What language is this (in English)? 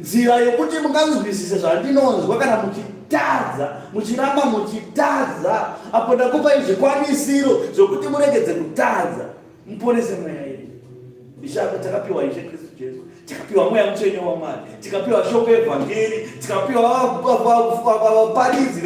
Shona